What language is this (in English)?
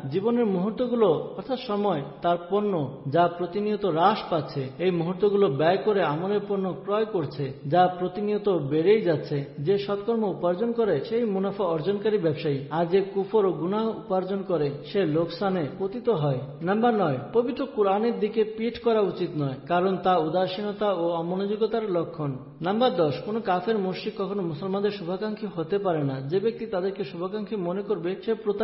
Bangla